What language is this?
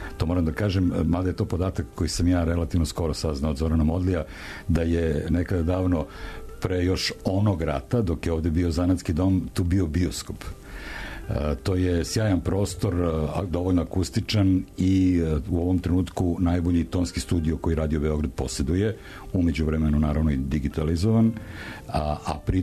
Serbian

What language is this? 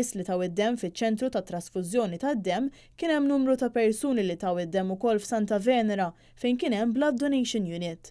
Maltese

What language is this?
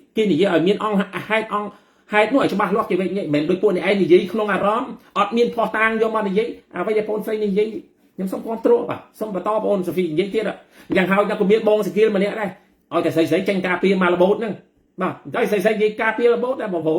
Khmer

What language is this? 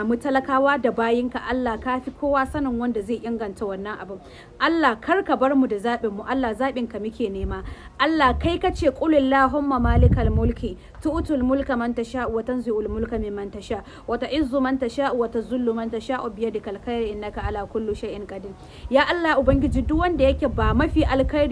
Hausa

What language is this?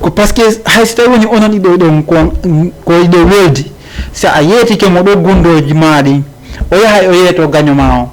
Fula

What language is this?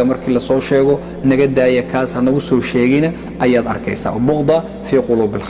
Somali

